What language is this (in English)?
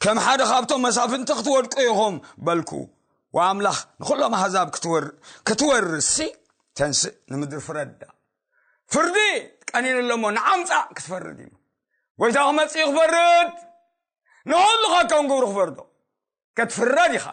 Tigrinya